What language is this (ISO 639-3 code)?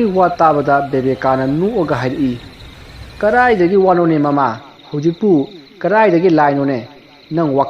mni